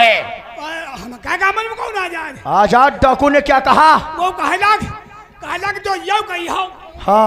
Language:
Hindi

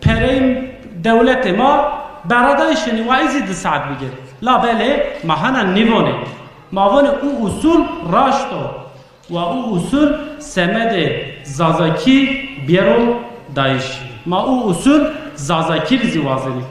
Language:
Zaza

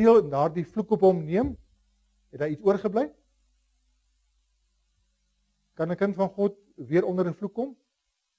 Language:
Afrikaans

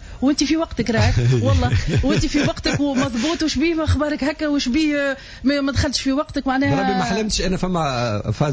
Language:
Tunisian Arabic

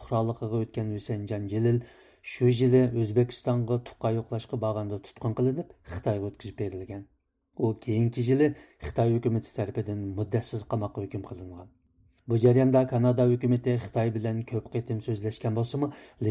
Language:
Uyghur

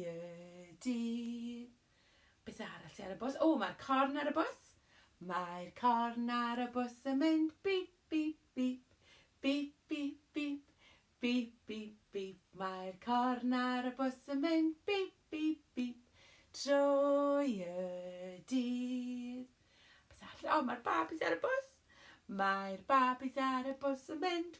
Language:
Welsh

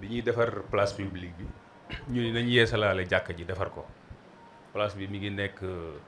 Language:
Wolof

